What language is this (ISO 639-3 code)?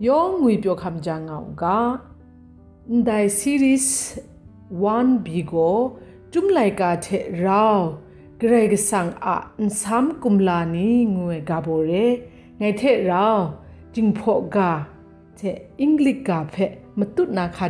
kac